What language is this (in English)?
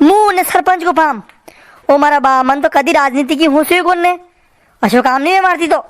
Rajasthani